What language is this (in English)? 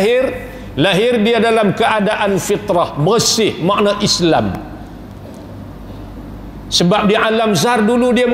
Malay